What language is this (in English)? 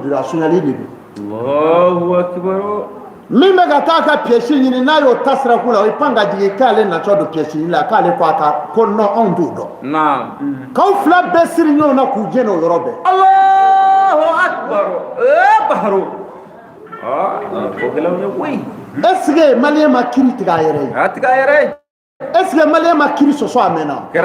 Bambara